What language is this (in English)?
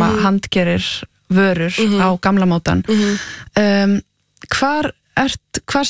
Icelandic